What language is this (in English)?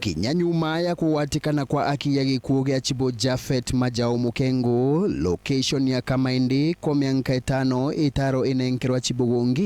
Meru